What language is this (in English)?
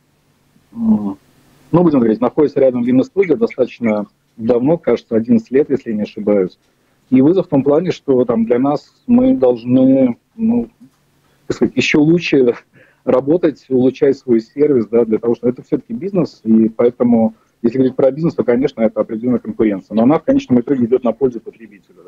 Russian